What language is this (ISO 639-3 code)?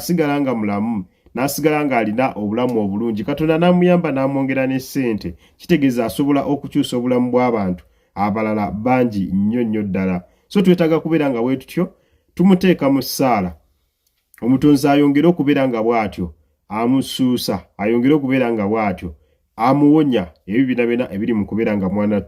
lug